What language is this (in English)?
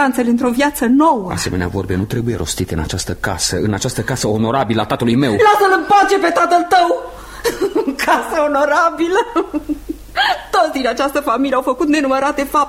Romanian